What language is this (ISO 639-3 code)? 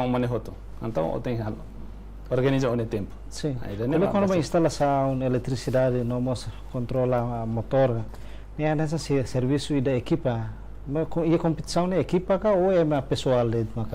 tet